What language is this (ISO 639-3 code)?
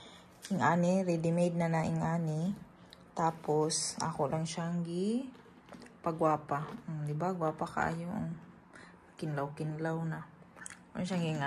ceb